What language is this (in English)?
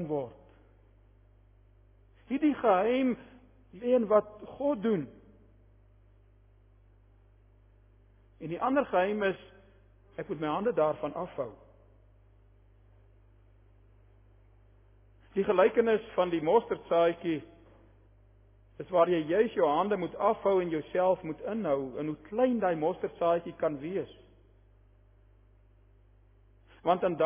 Afrikaans